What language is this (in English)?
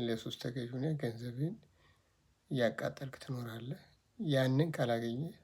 Amharic